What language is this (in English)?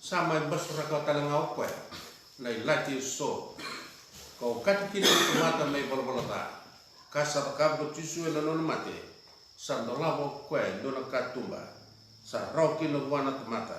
Fijian